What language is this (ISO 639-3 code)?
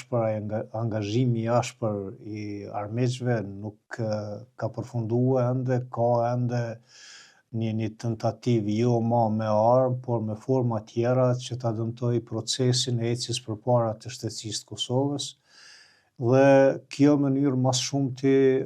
sqi